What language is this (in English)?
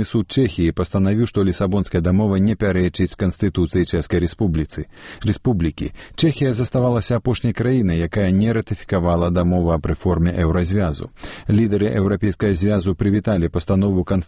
Belarusian